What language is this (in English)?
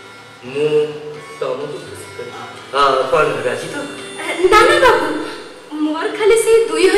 Odia